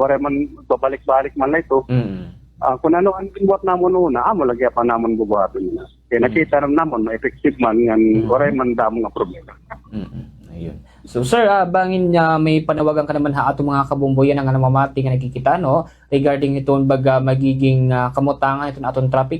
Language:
Waray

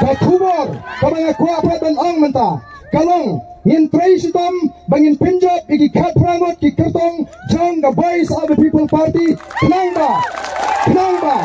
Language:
Khasi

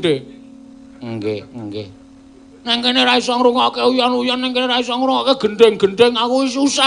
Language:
Javanese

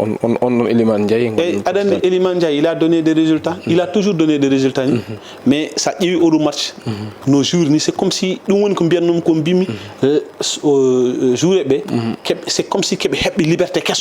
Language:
Fula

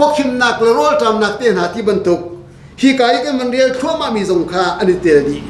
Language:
Hakha Chin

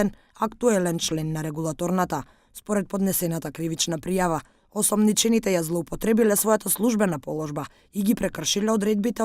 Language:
Macedonian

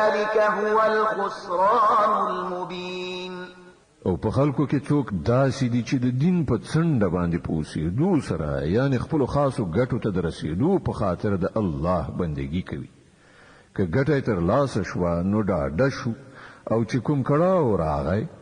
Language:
Pashto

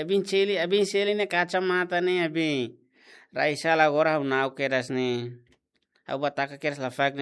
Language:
Tetum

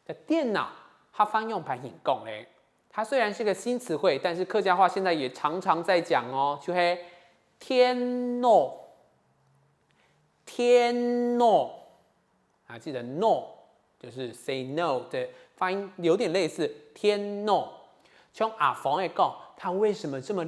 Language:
Hakka Chinese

